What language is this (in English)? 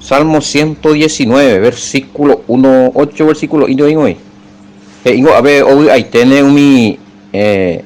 Guarani